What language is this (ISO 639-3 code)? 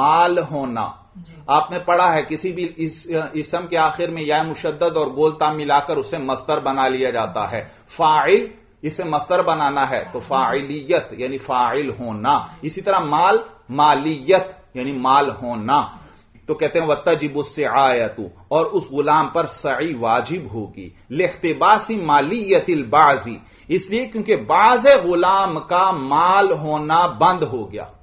urd